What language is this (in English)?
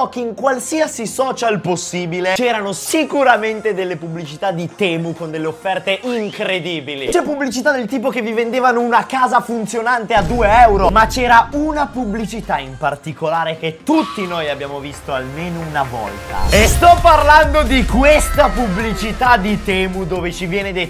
Italian